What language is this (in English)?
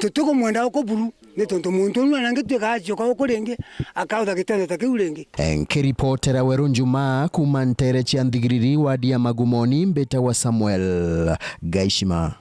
Meru